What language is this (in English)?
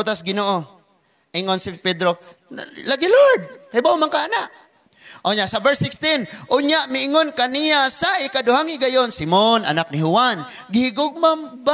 Cebuano